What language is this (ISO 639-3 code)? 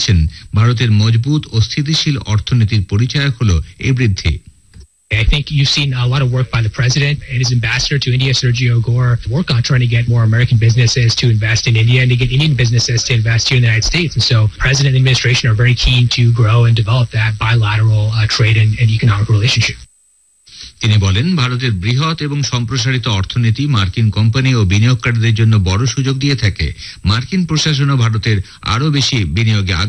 ben